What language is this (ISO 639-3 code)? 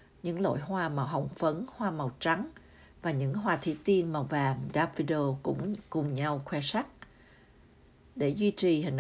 vie